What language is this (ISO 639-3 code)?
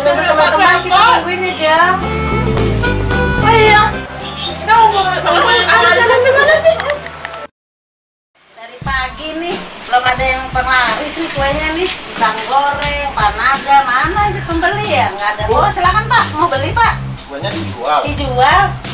ind